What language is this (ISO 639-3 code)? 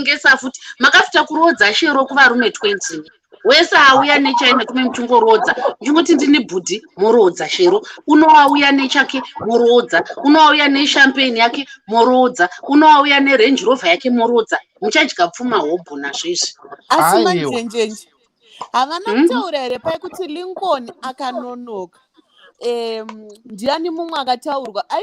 sna